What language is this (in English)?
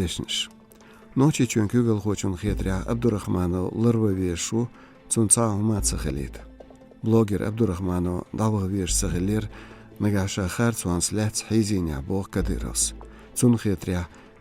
Chechen